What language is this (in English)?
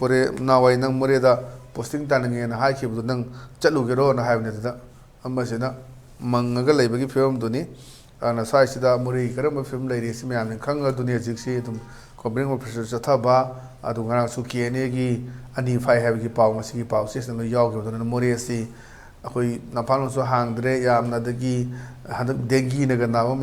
Manipuri